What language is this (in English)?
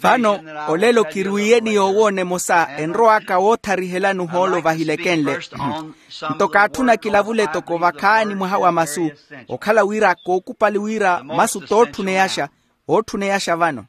Makhuwa